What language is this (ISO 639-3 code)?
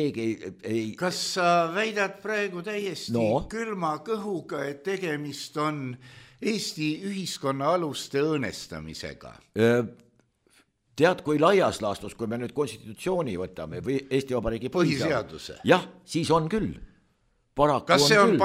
est